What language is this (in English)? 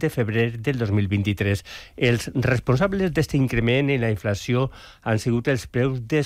Catalan